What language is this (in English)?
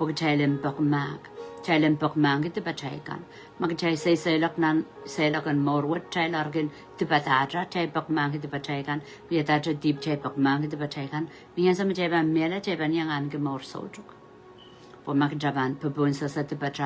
Pohnpeian